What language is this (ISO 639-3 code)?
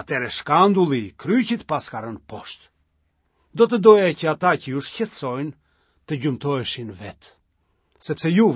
sqi